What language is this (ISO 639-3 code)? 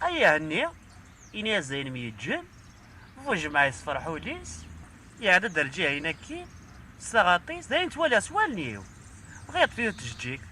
kab